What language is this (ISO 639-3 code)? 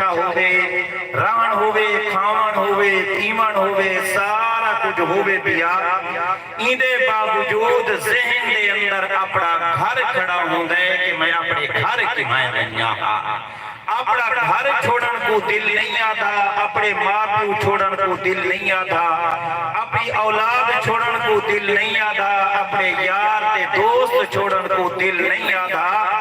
skr